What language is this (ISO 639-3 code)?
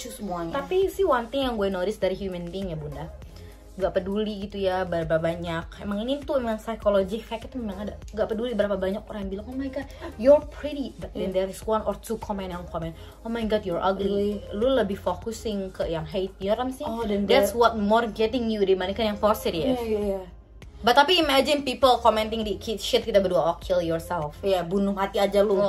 ind